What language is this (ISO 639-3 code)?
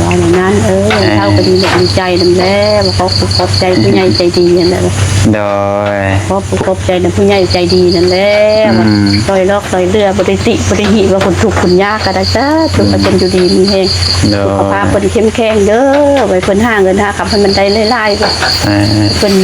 tts